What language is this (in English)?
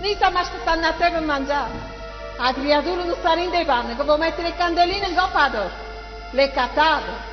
Neapolitan